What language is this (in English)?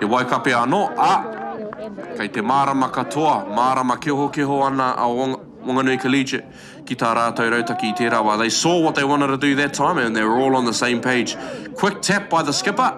Māori